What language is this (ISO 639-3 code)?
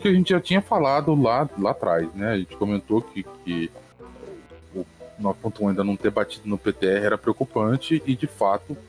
por